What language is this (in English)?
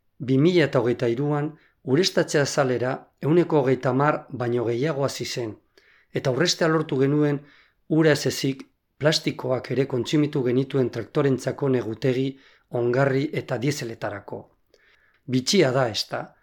Basque